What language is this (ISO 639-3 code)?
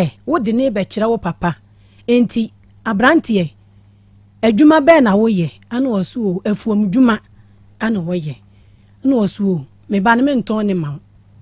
aka